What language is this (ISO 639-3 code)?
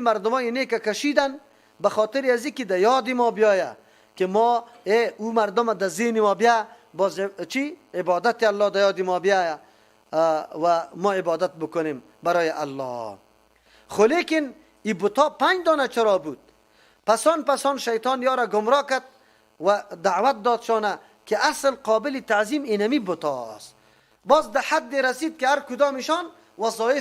fas